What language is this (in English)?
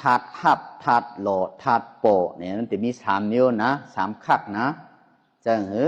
Shan